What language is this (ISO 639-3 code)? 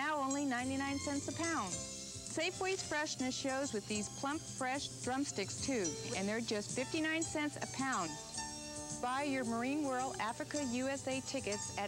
eng